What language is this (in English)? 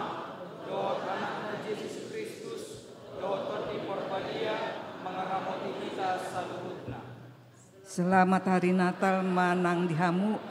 Batak Toba